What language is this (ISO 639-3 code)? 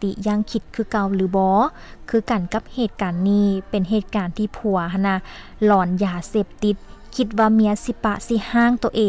lao